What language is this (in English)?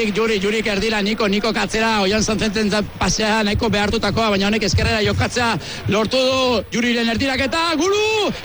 Basque